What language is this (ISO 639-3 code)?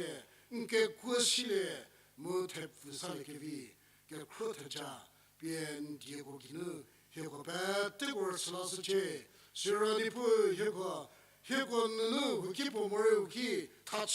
njm